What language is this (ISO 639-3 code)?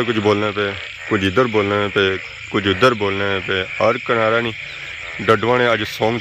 phr